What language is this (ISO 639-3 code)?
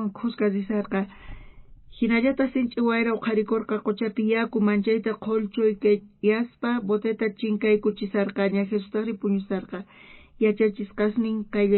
quh